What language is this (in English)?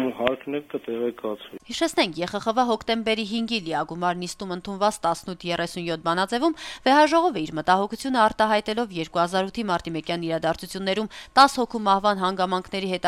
Armenian